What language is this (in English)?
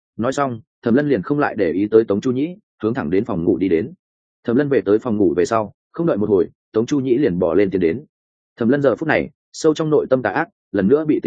Vietnamese